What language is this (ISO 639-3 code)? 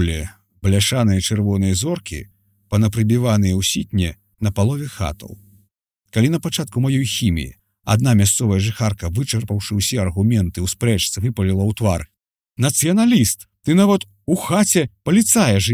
bel